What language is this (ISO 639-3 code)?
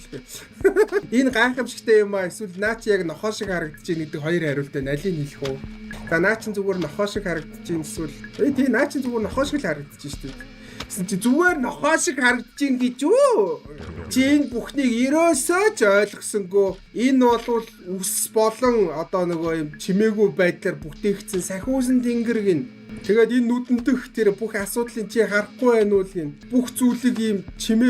mon